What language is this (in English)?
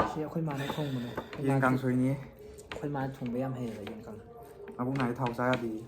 Manipuri